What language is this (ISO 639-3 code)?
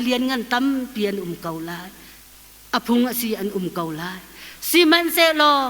cnh